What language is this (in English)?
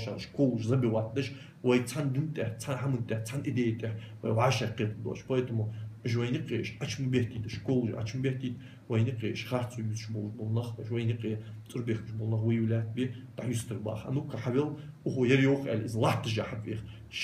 Ingush